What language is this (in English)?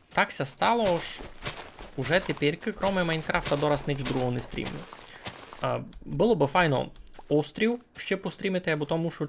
Rusyn